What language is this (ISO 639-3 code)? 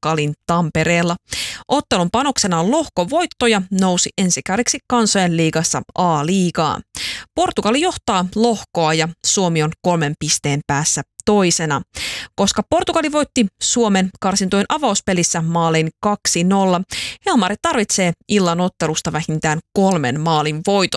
fin